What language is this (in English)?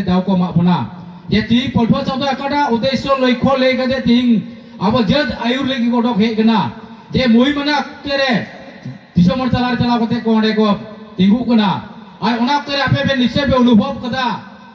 Santali